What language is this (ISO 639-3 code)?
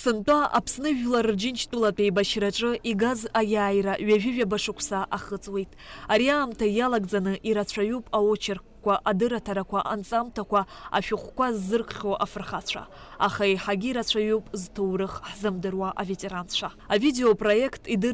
abk